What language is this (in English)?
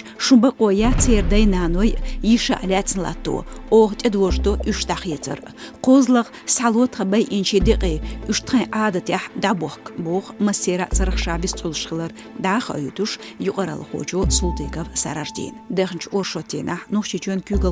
Chechen